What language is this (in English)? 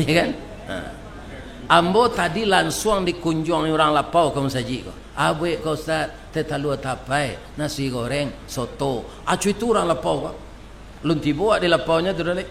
Minangkabau